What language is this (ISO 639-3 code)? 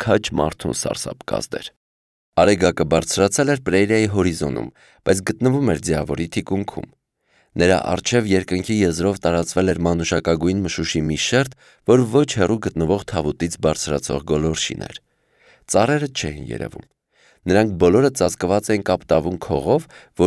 hye